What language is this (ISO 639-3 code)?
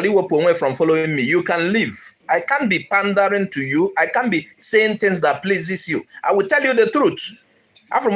ibo